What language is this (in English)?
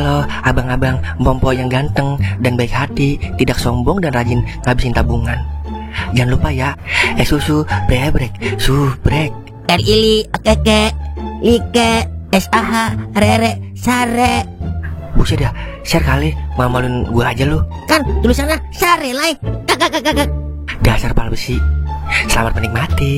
Betawi